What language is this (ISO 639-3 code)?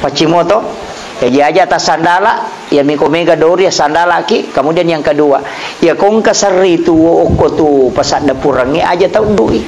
bug